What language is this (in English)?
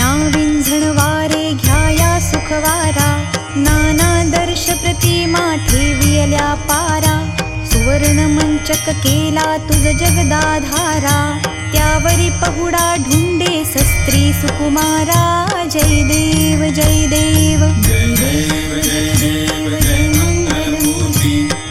Marathi